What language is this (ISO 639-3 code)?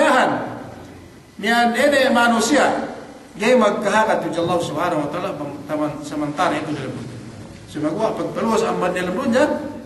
yka